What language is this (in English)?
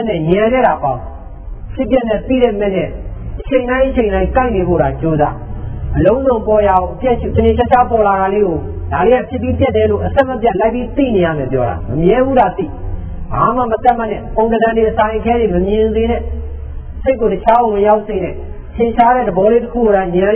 Burmese